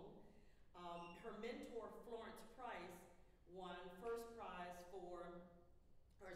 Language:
English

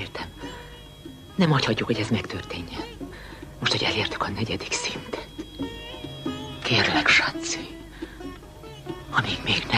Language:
Hungarian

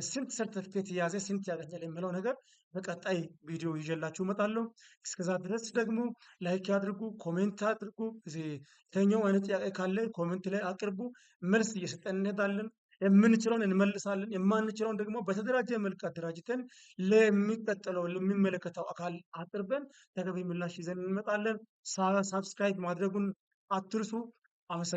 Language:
Amharic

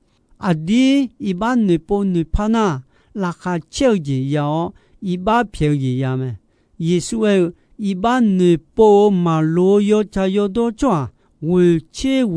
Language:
Akha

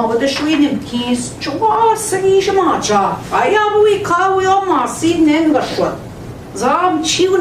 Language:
Central Ojibwa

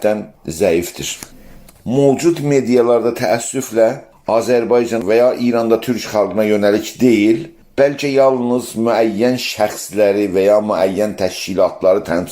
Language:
South Azerbaijani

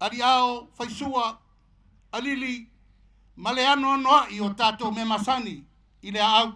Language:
Samoan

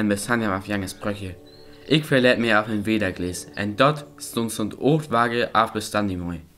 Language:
Northern Frisian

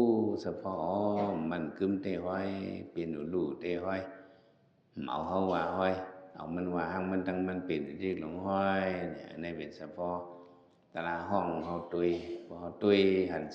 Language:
Shan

